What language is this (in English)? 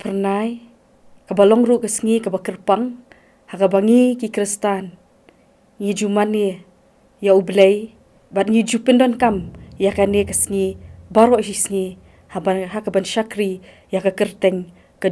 Khasi